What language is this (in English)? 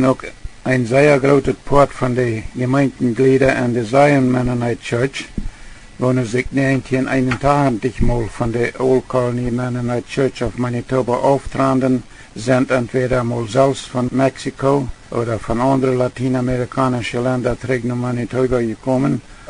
Plautdietsch